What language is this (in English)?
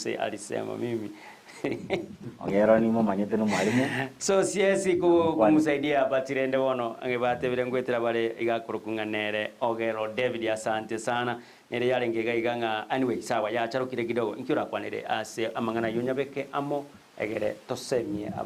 Gusii